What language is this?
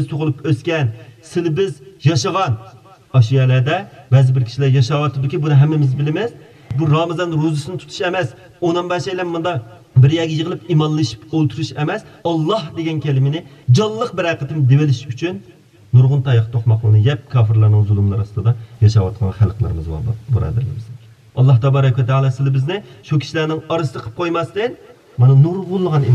Uyghur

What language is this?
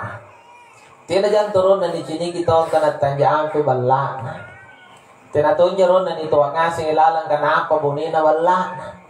Makasar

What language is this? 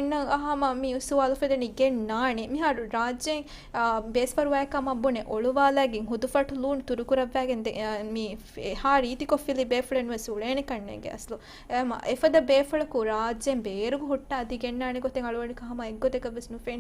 Divehi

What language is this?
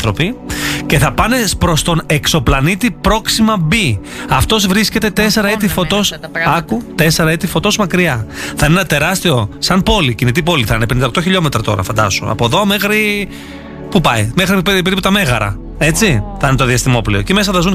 Greek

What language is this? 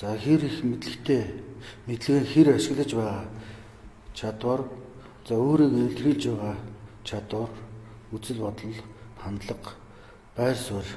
Mongolian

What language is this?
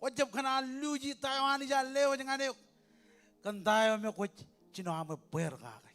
Marshallese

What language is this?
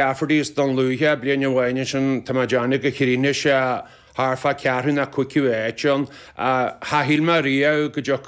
Irish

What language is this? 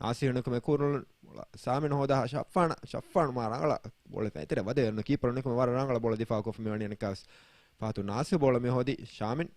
Divehi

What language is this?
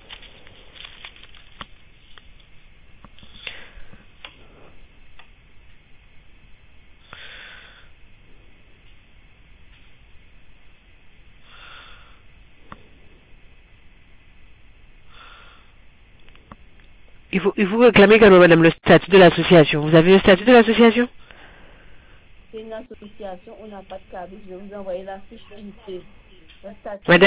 French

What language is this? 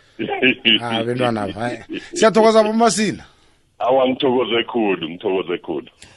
South Ndebele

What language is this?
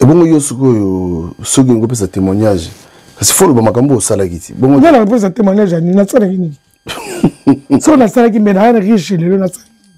Lingala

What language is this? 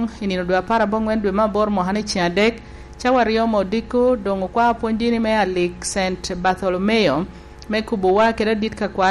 Lango (Uganda)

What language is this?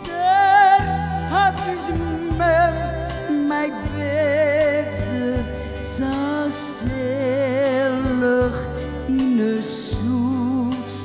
Western Frisian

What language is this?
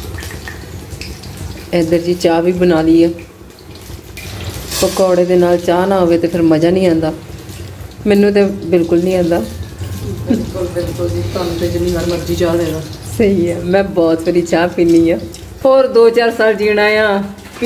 Punjabi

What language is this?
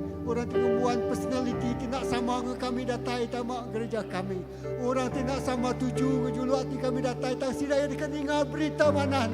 Iban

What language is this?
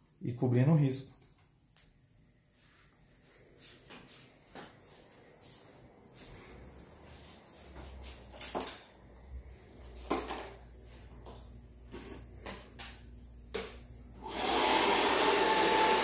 Portuguese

